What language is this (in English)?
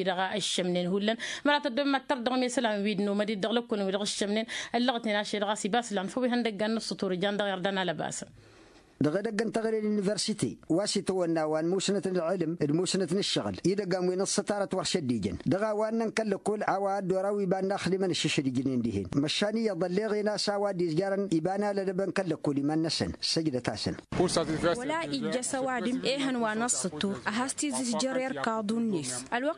Tamasheq